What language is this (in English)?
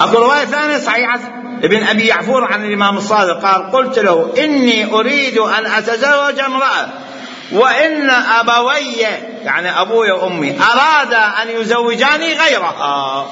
Mesopotamian Arabic